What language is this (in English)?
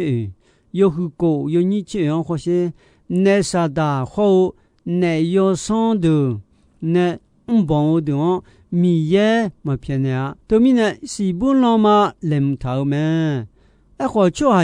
Akha